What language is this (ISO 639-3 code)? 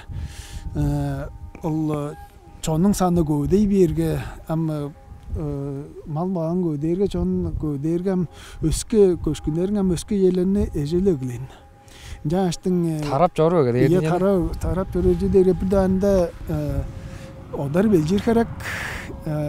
tyv